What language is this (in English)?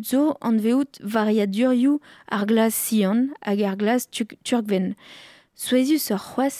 Breton